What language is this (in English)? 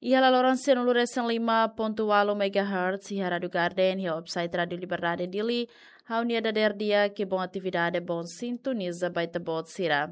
Tetum